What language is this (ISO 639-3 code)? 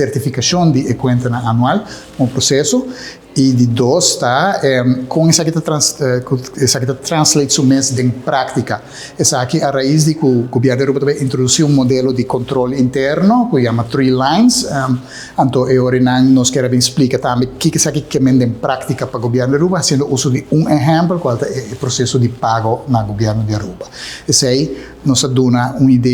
pap